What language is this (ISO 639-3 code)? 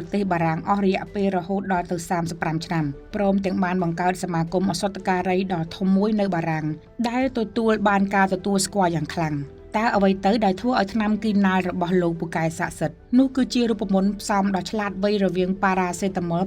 khm